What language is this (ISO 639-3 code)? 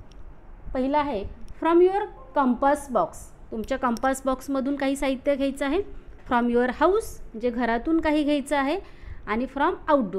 mar